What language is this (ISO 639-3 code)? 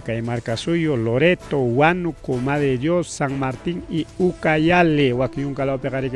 quy